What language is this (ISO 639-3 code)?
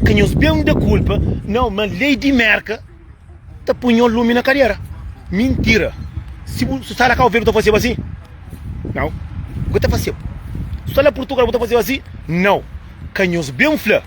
kea